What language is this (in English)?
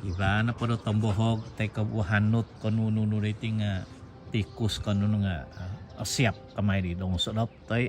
Central Dusun